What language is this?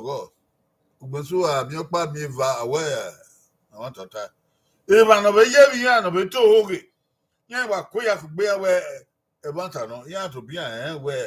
Bini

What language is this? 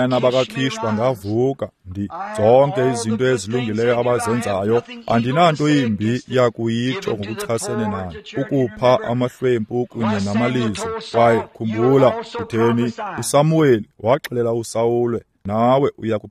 Xhosa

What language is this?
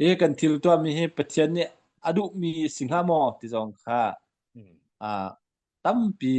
Hakha Chin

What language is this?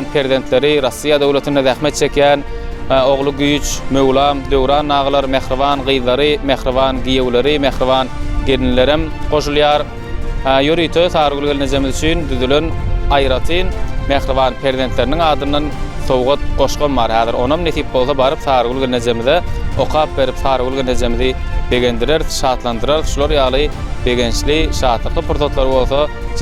Turkmen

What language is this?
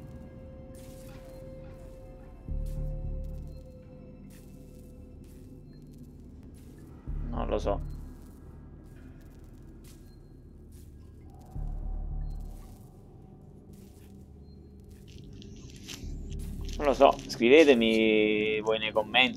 Italian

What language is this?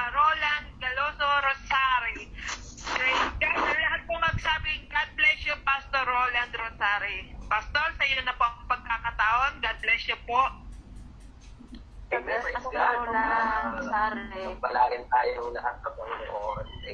Filipino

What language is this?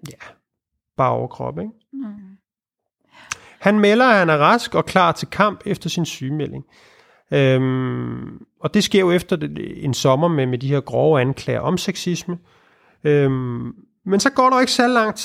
Danish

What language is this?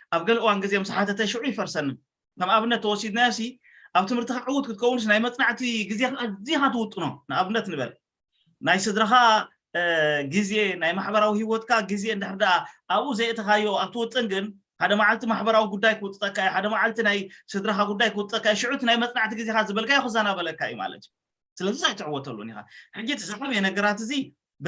Tigrinya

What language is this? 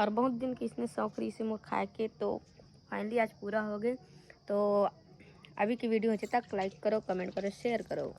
Chhattisgarhi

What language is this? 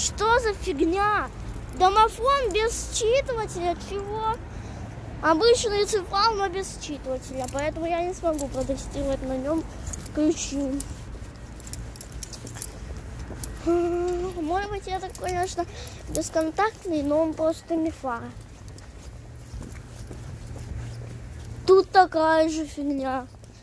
Russian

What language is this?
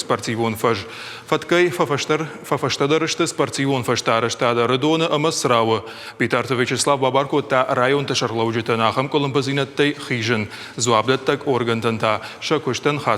Ossetic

